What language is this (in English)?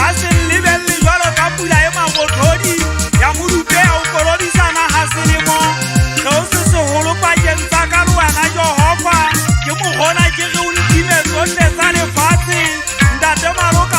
Southern Sotho